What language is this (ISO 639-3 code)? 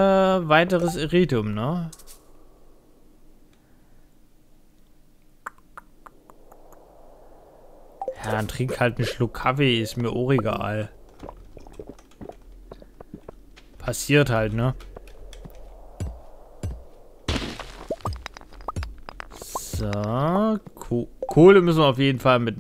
deu